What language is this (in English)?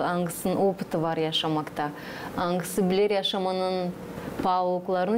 Gagauz